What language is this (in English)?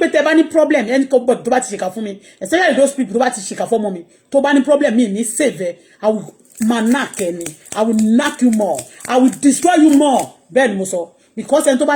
Yoruba